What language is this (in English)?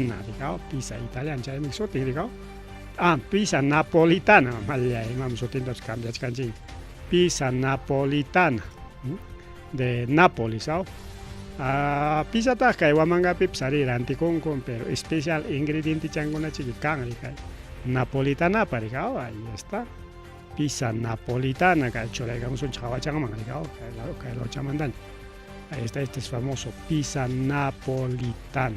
Ayacucho Quechua